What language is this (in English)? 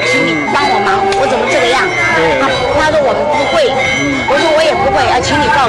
Chinese